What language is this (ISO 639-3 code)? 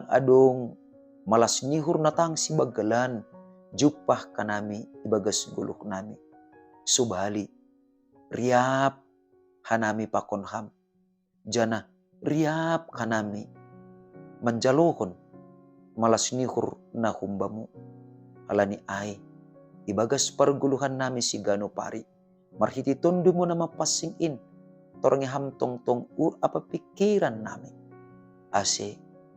bts